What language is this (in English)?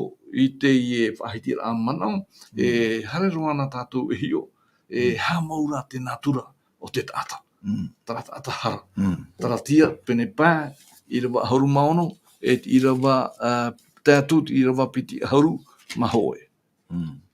Tahitian